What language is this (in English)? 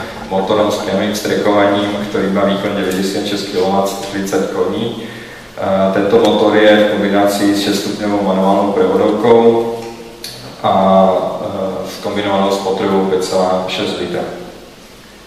Slovak